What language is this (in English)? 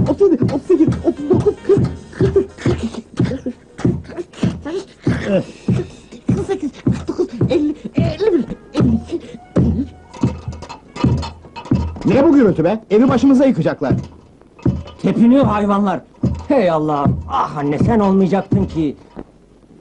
Turkish